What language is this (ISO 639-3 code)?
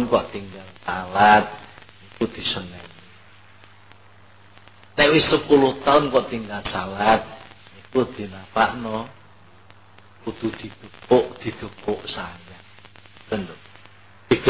jav